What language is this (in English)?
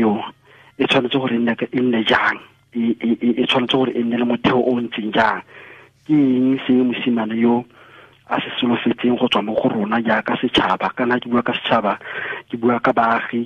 Tswana